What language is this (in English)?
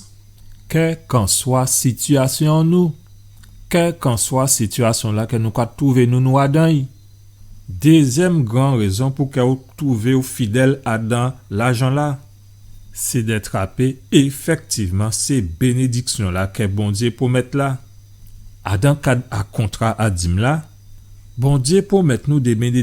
Guadeloupean Creole French